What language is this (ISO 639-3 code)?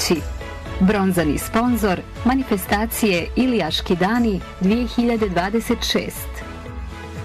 bos